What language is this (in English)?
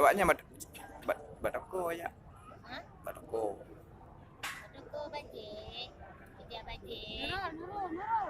Achinese